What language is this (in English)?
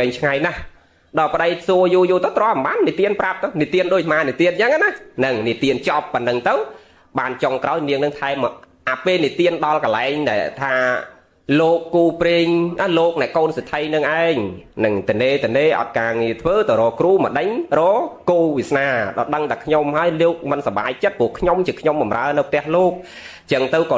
Khmer